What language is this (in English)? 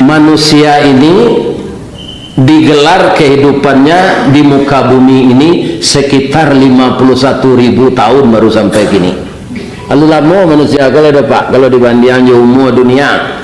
Minangkabau